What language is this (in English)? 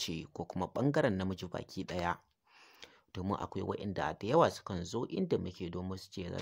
Hausa